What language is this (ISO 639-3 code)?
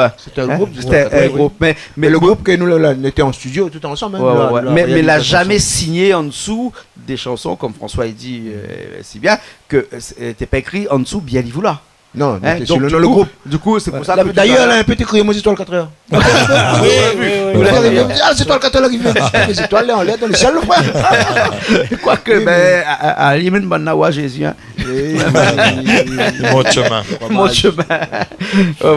rcf